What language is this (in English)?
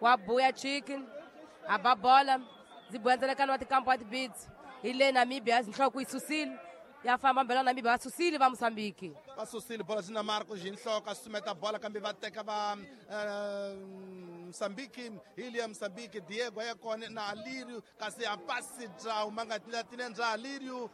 Tsonga